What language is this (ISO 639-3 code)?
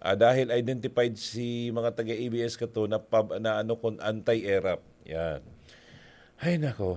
bik